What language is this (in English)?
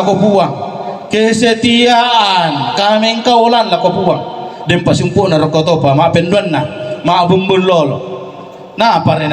Toraja-Sa'dan